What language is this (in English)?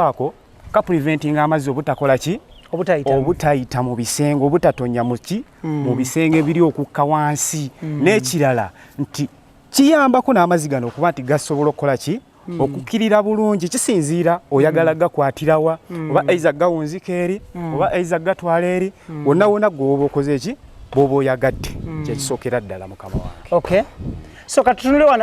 Ganda